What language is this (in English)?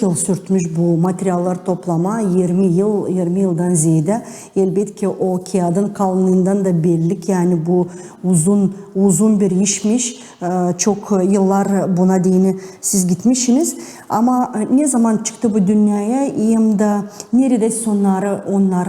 Gagauz